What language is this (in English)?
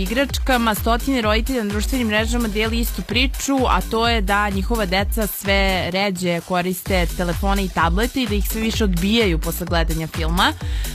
Serbian